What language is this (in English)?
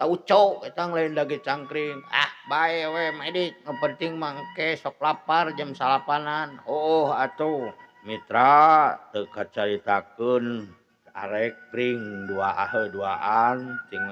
Sundanese